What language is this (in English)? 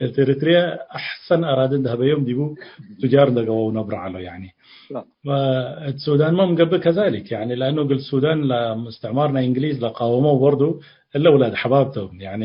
Tigre